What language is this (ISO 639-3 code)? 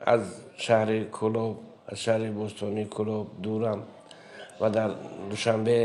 tgk